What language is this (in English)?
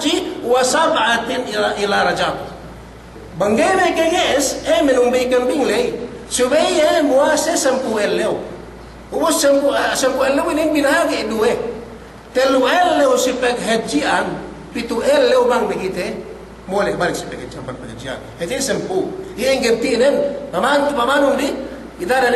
Yakan